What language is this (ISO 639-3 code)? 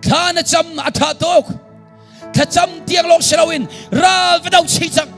cnh